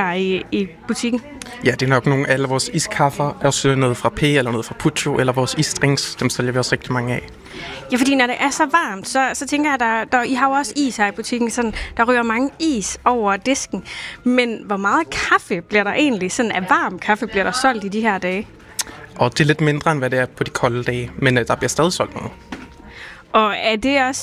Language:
Danish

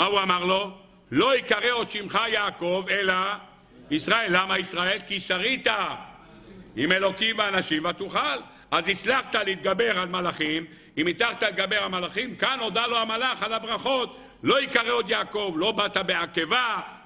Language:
Hebrew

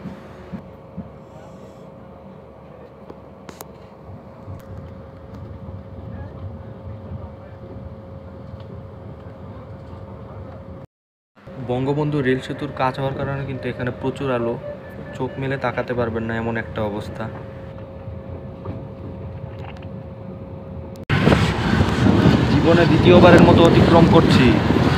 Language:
Bangla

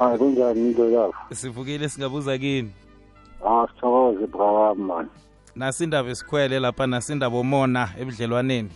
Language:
South Ndebele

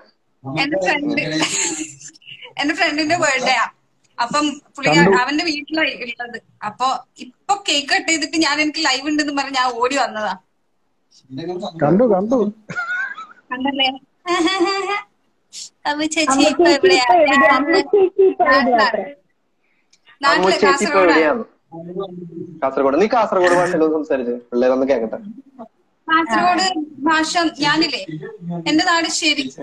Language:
Malayalam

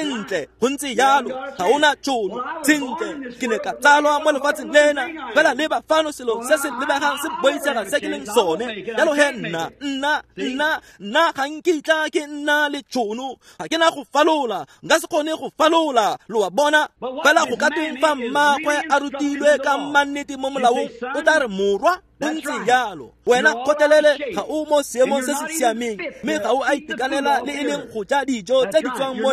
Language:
Tswana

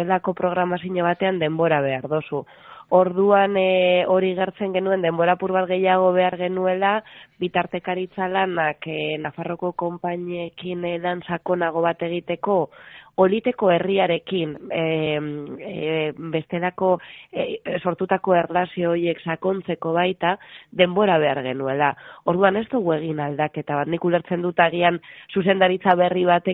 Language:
Basque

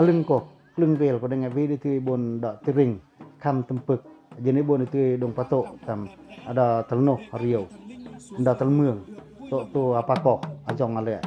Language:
Pacoh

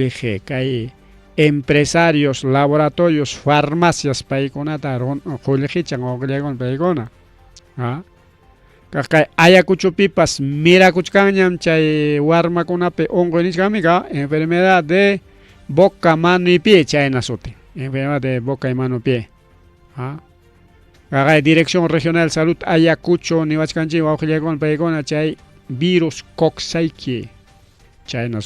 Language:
Ayacucho Quechua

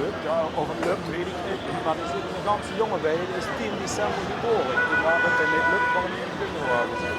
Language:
Limburgish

